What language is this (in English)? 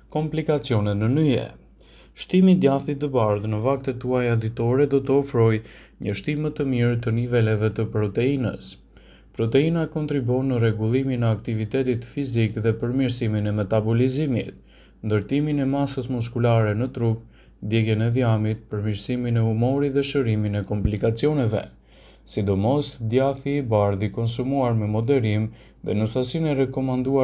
Albanian